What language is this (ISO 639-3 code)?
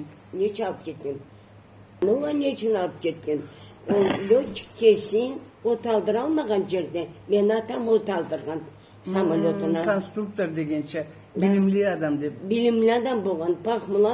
krc